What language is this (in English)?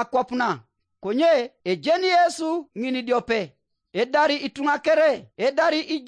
Teso